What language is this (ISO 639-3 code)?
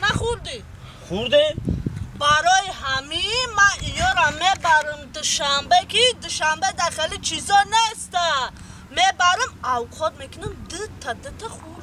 tgk